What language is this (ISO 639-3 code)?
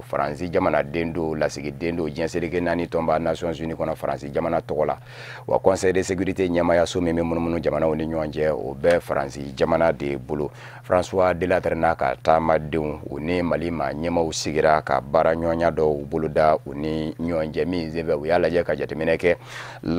bam